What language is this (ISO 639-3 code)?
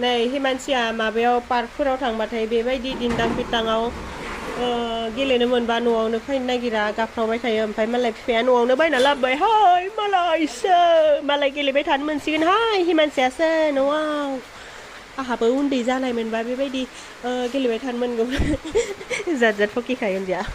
brx